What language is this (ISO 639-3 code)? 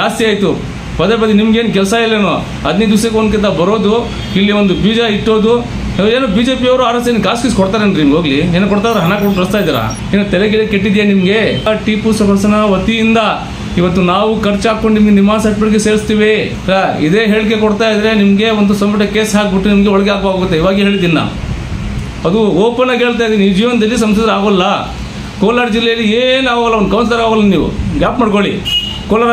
kan